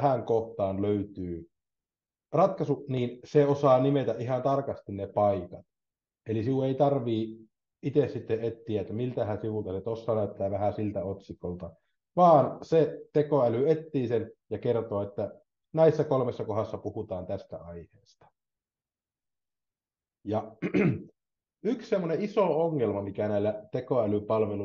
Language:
Finnish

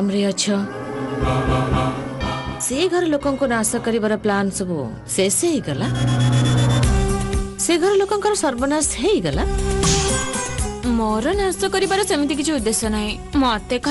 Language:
Odia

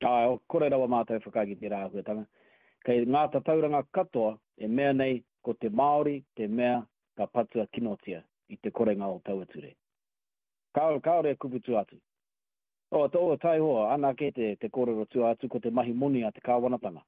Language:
Māori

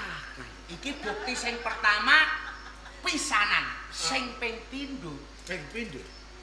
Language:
Javanese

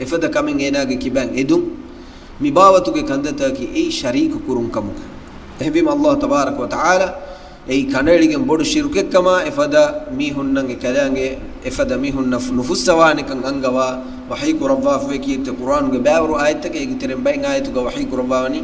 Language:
Divehi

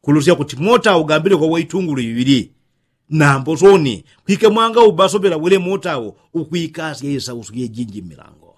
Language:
Yao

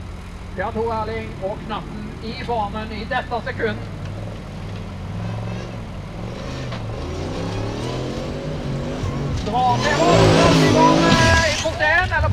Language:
Norwegian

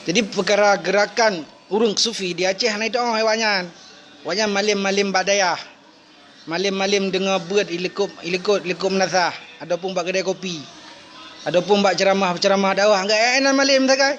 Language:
Achinese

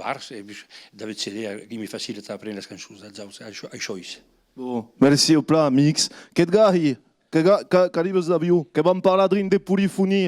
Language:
Occitan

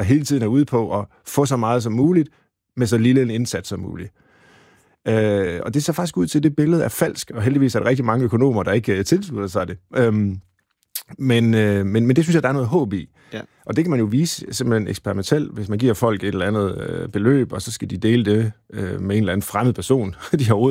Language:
Danish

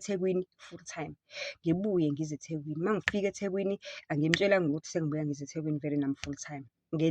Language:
Zulu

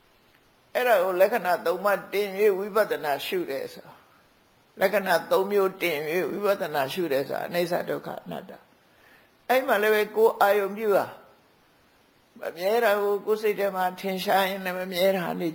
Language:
Burmese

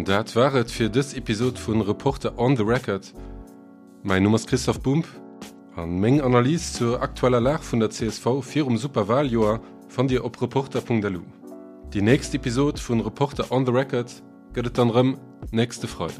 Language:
Luxembourgish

